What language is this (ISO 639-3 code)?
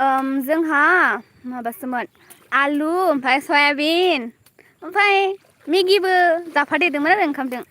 brx